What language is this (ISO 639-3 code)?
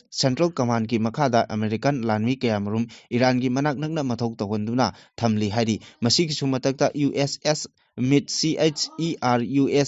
mni